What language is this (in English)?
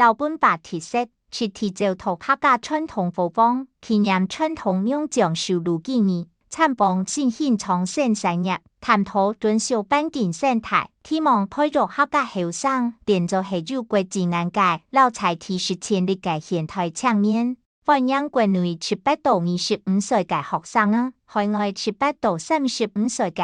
Hakka Chinese